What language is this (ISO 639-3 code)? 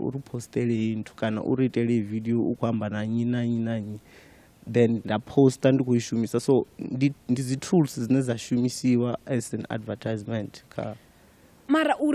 ven